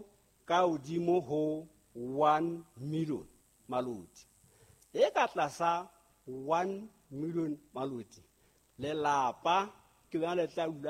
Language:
Southern Sotho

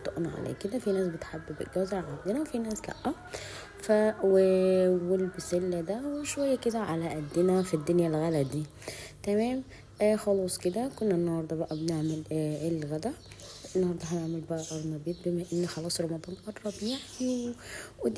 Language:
Egyptian Arabic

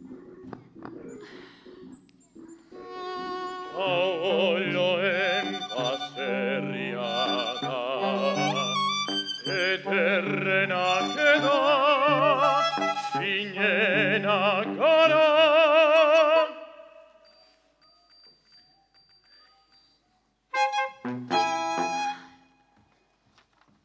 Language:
Basque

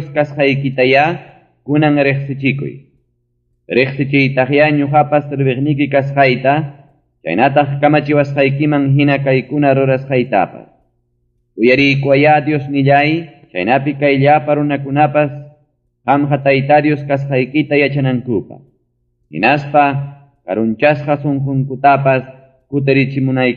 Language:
Ayacucho Quechua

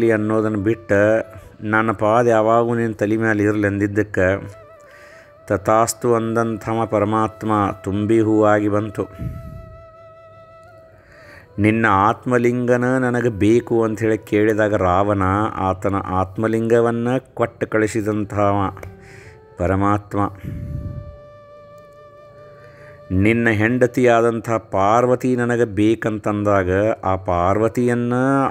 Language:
Kannada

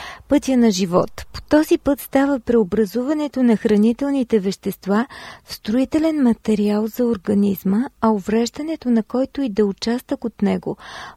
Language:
Bulgarian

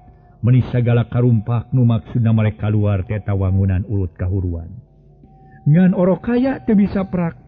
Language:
Sundanese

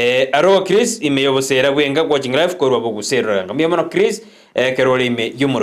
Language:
Gusii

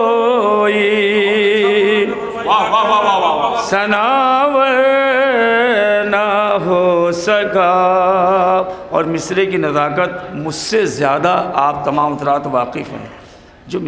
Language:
Urdu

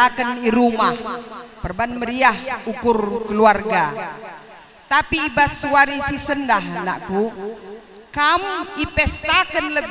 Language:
Batak Karo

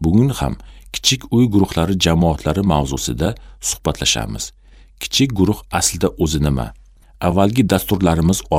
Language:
Uzbek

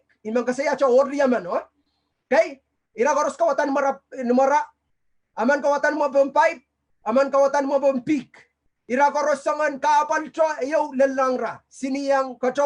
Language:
Pohnpeian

